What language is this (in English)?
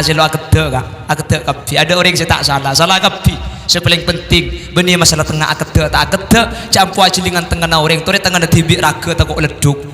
Madurese